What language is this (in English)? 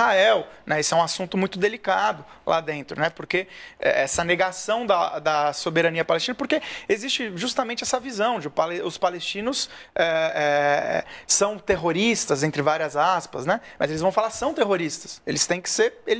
Portuguese